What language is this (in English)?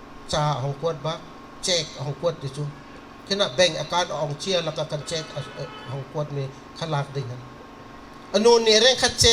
Bawm Chin